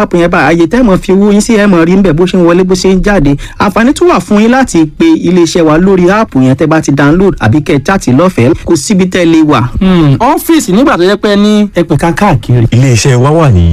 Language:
Yoruba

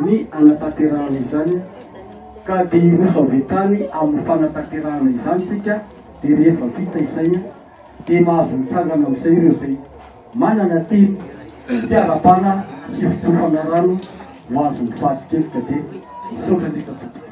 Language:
Malagasy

